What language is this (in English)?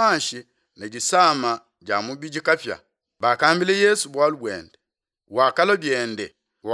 Luba-Lulua